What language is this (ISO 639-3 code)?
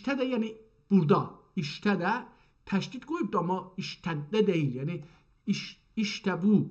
azb